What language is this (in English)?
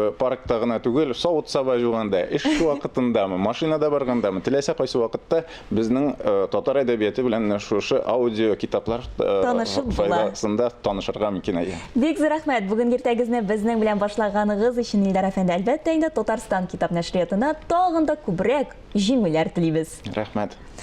Tatar